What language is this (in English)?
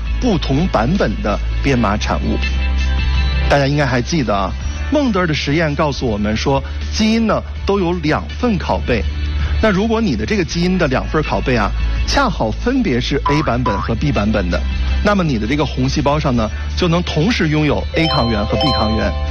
Chinese